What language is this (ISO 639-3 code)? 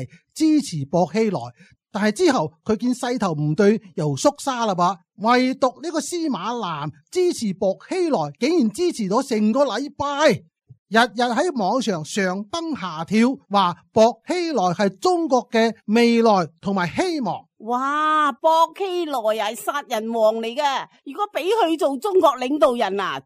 yue